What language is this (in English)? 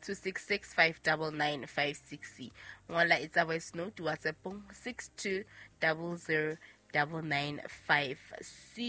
Southern Sotho